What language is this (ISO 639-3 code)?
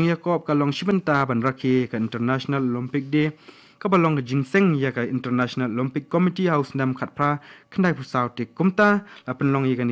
kha